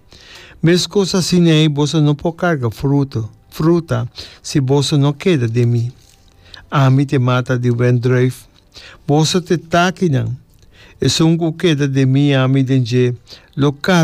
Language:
Papiamento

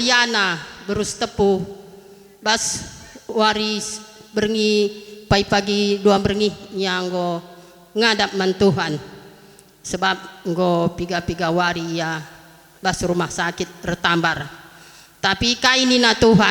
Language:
Batak Karo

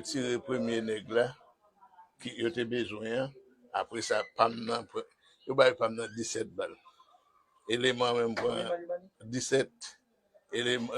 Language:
Haitian Creole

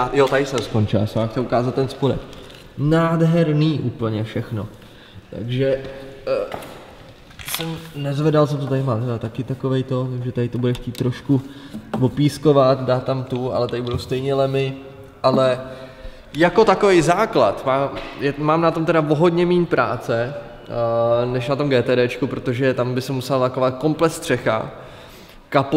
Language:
Czech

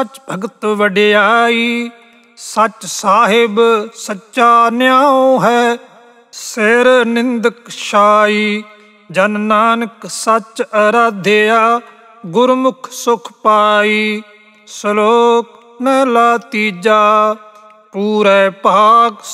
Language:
Punjabi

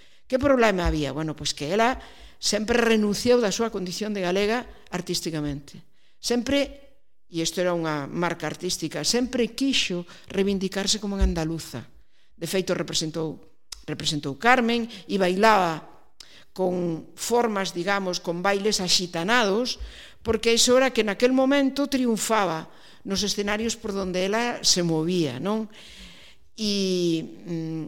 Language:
Galician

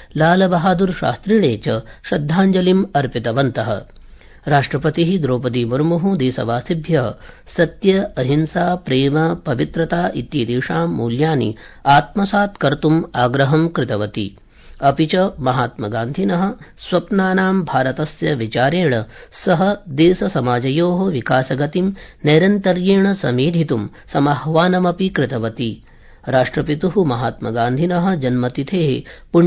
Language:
Sanskrit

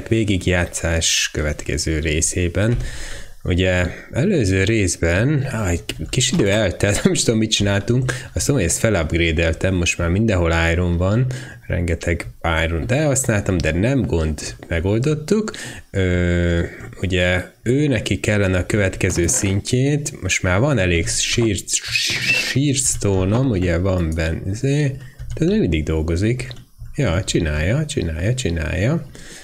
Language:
Hungarian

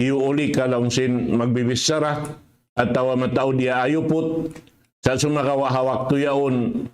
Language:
Tausug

